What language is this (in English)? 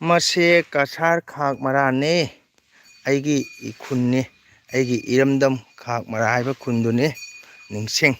Manipuri